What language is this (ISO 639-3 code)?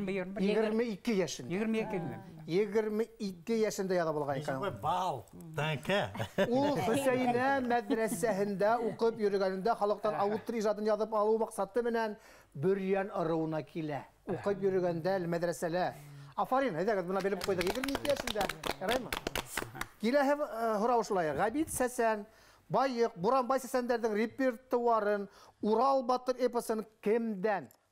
bak